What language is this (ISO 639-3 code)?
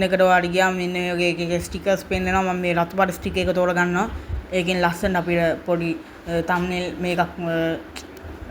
sin